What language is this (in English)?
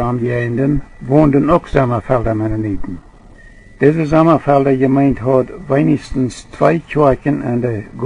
Plautdietsch